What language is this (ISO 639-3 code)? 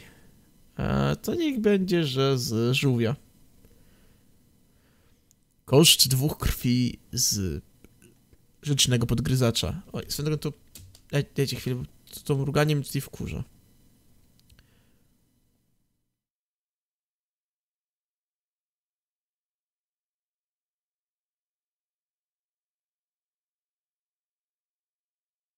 pol